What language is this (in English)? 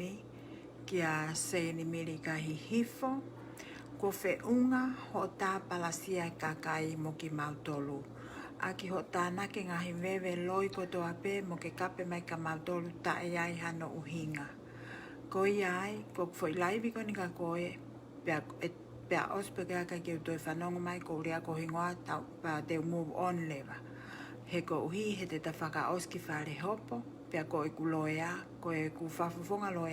Tongan